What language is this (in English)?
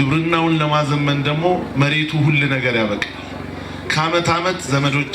Amharic